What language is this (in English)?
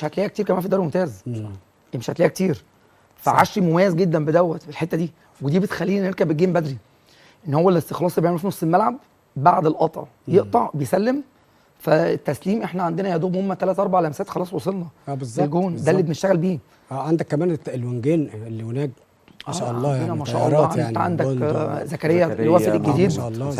Egyptian Arabic